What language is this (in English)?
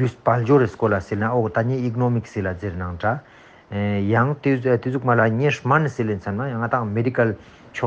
Ladakhi